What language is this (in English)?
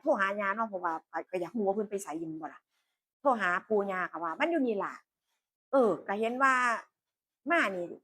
Northeastern Thai